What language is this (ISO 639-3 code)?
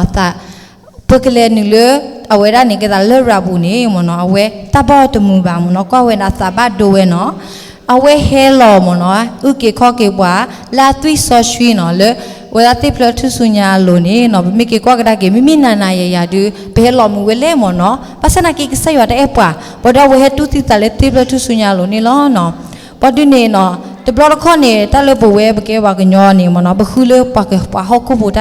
ksw